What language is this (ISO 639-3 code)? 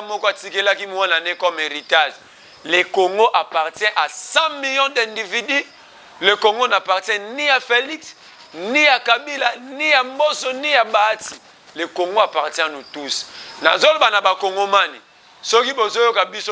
lin